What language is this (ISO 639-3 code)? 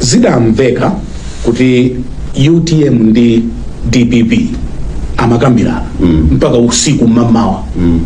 nya